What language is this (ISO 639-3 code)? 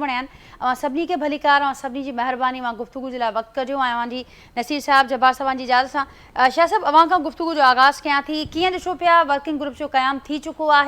snd